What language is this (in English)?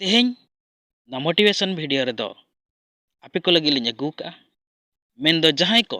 Santali